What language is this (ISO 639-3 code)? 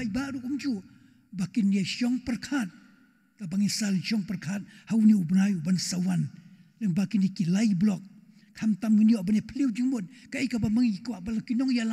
kha